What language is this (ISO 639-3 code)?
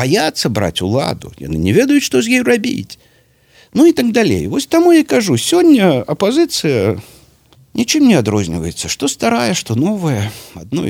bel